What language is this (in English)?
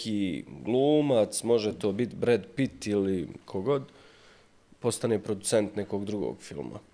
Bosnian